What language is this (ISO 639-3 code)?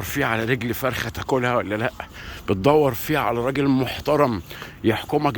arz